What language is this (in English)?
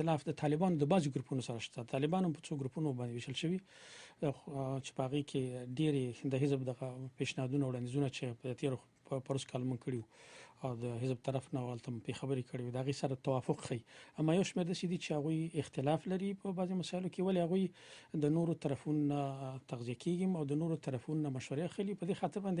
Pashto